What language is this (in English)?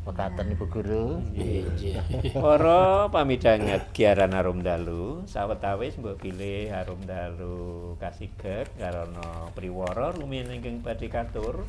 Javanese